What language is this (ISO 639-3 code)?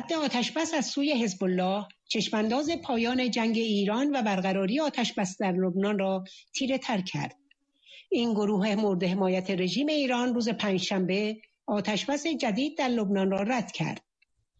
fas